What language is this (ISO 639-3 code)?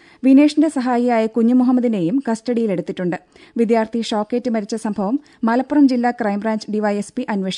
mal